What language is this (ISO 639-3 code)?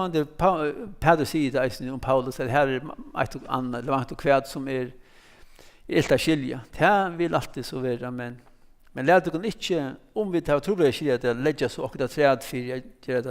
fao